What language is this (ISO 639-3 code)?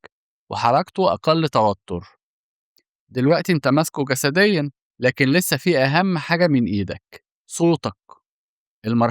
arz